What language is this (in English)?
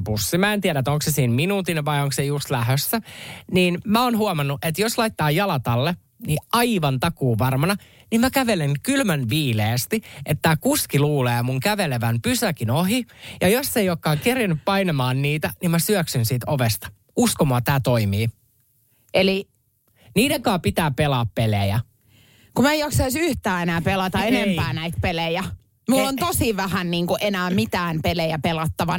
Finnish